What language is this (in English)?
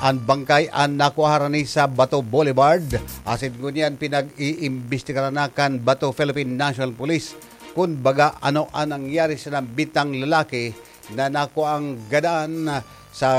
Bikol